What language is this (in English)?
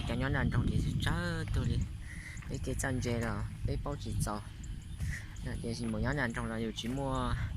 Hmong